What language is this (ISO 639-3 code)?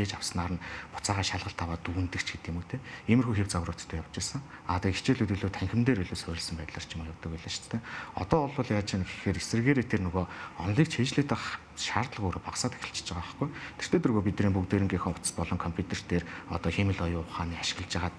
mon